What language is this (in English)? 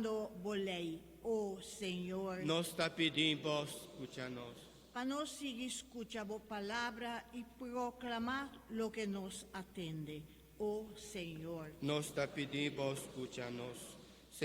Papiamento